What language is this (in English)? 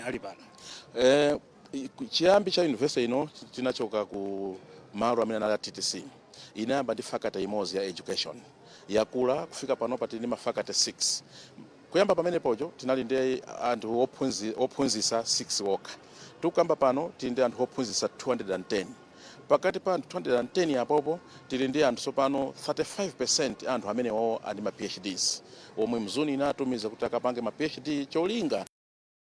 Nyanja